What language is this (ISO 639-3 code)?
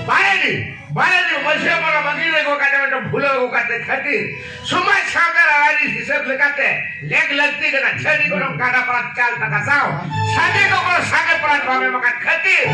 sat